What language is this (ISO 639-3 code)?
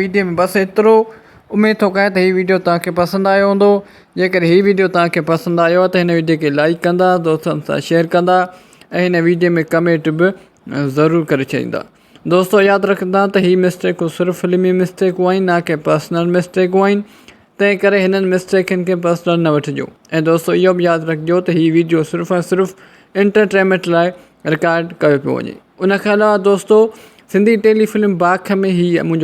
snd